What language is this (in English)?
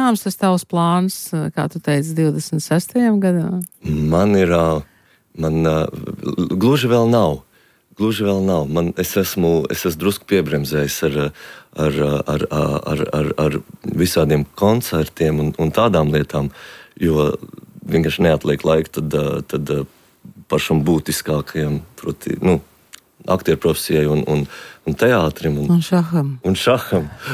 Latvian